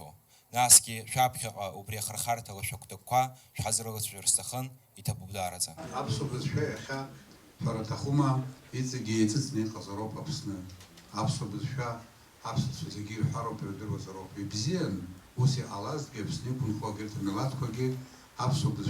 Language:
Abkhazian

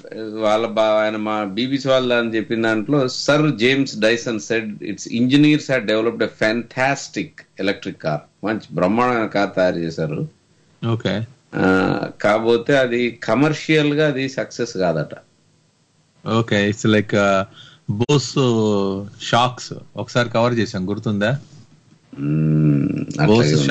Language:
Telugu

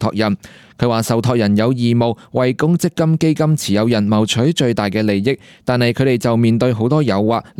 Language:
Cantonese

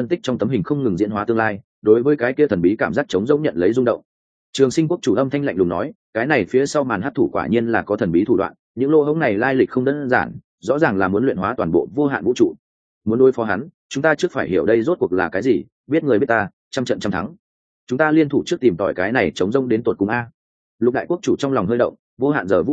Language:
Vietnamese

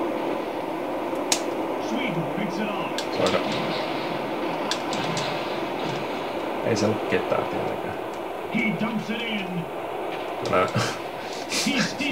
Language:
Finnish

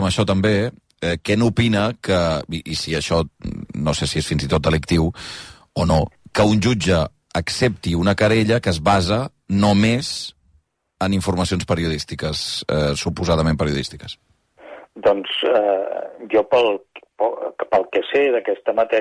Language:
Catalan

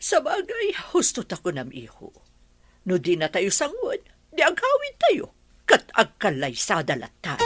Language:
Iloko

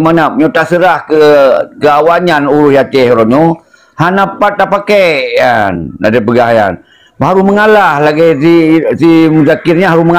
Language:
Achinese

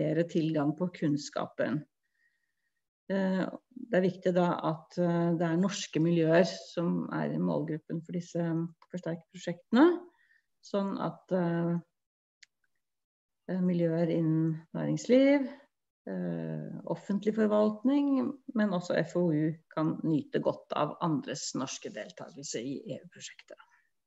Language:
Norwegian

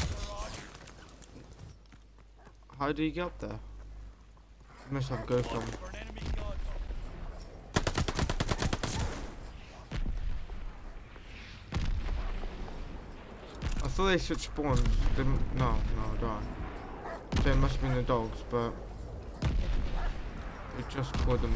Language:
English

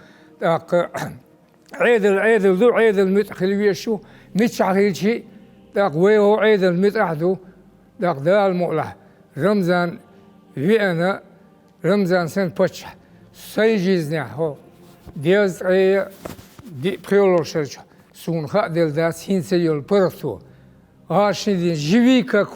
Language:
Chechen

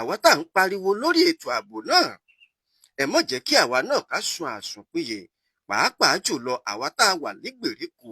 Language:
Yoruba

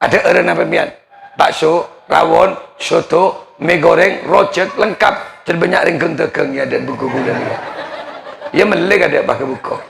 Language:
Madurese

